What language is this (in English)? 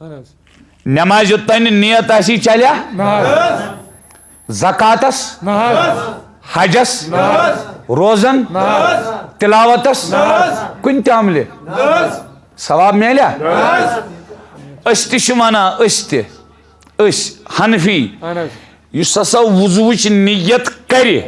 Kashmiri